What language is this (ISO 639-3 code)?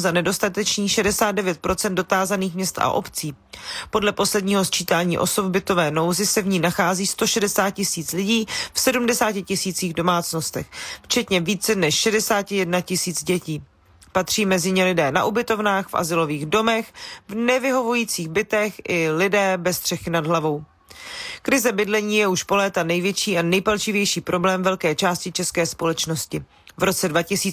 ces